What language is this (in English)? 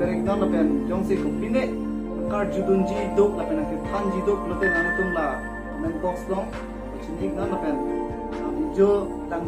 Karbi